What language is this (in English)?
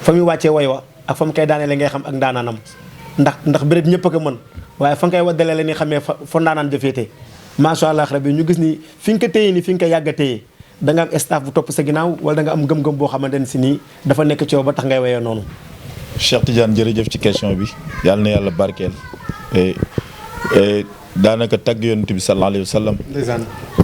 Wolof